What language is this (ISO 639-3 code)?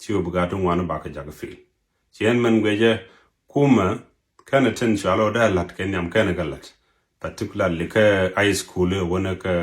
nus